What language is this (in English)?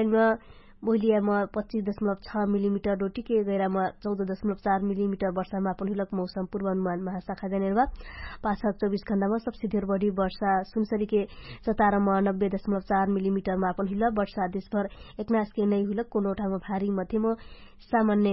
Dangaura Tharu